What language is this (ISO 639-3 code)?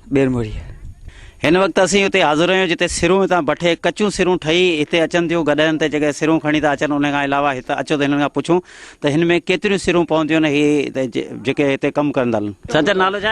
snd